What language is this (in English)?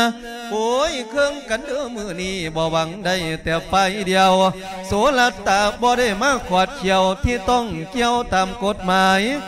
Lao